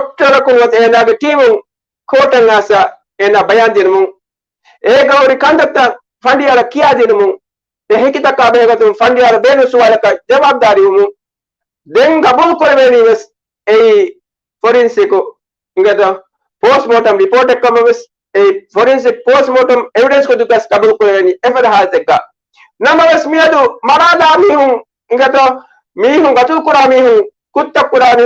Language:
Divehi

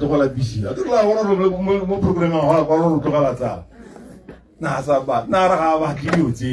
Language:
Tswana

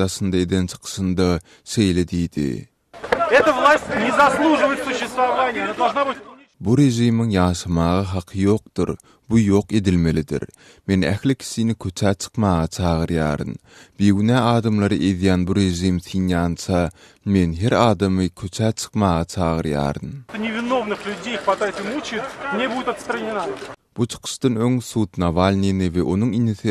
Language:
Turkmen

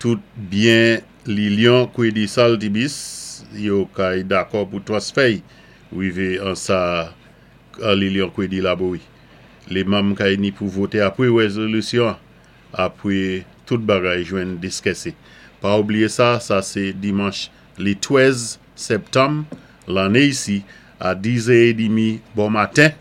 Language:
Saint Lucian Creole French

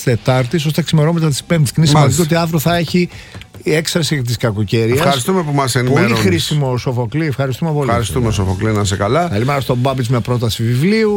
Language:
Greek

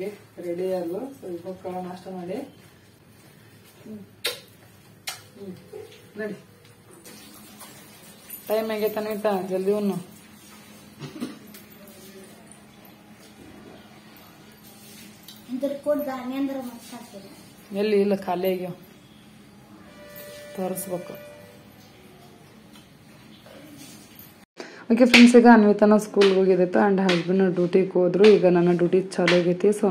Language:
Kannada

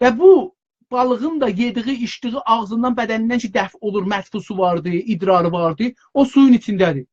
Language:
South Azerbaijani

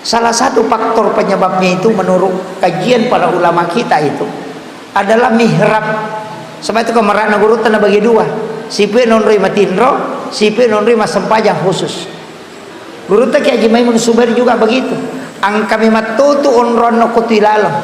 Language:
Buginese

